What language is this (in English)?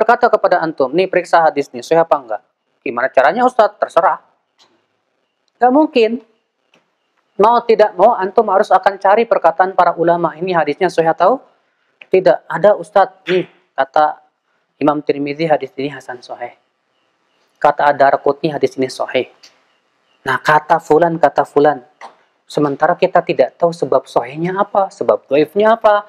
Indonesian